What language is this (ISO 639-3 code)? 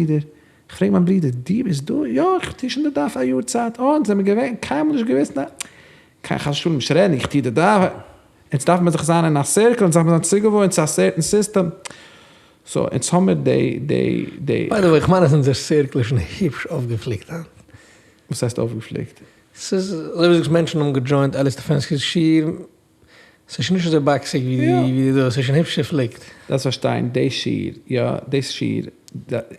yid